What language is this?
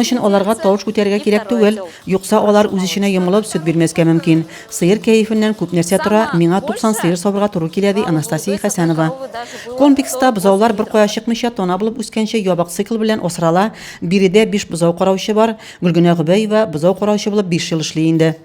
Tatar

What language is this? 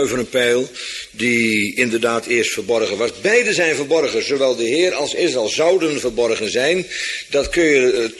Dutch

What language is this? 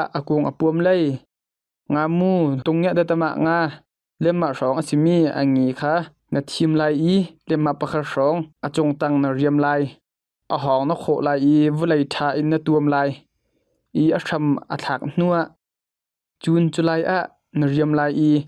Hakha Chin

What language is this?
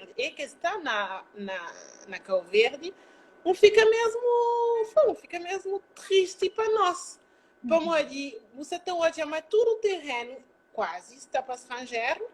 Kabuverdianu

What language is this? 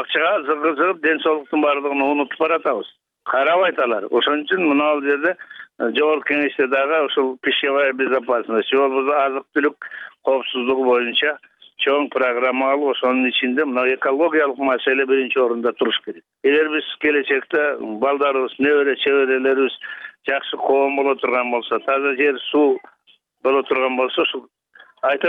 Kyrgyz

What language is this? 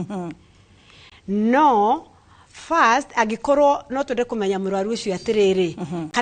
Kikuyu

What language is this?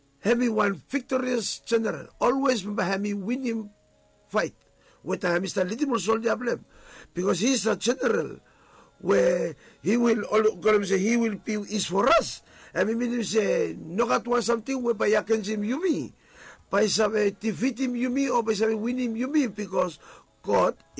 Bislama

